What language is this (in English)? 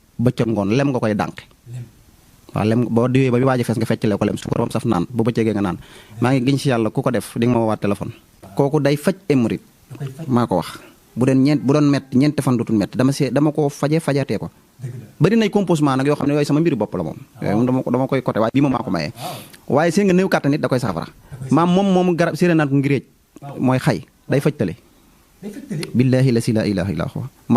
Wolof